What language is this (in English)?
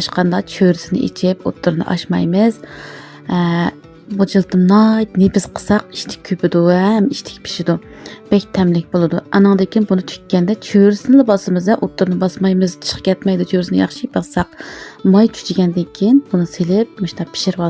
Uyghur